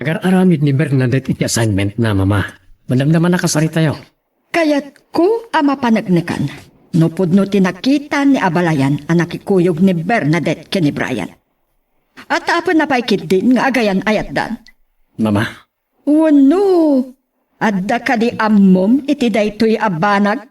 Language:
Iloko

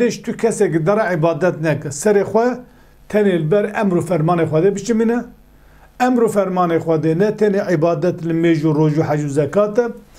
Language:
Kurdish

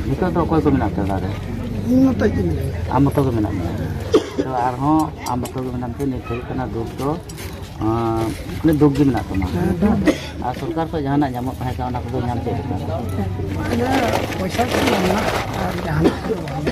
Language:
Santali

